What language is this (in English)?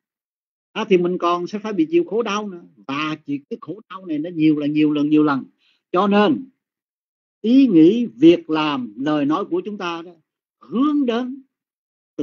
Vietnamese